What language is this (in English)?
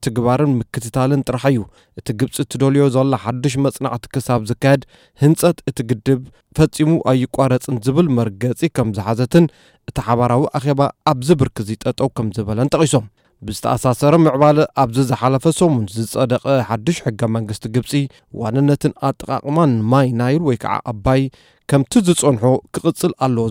Tigrinya